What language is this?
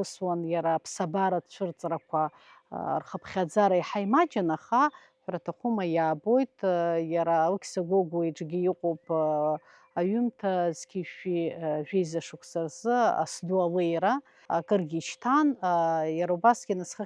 Abkhazian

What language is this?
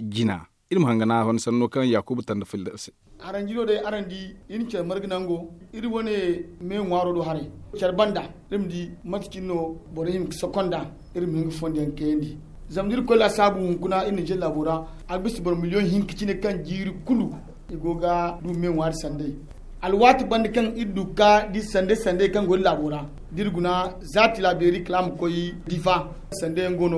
Zarma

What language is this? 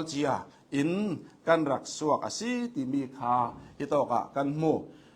Hakha Chin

